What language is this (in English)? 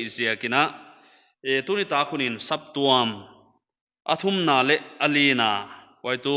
Paite Chin